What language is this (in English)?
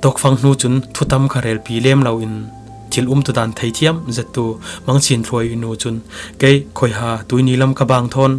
Falam Chin